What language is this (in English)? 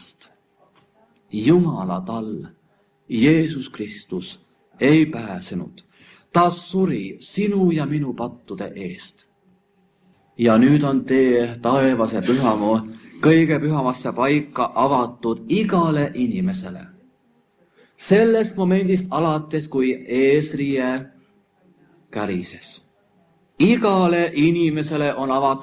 Estonian